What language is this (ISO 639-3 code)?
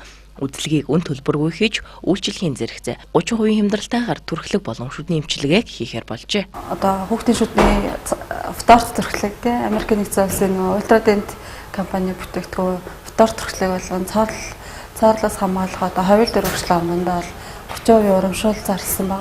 mon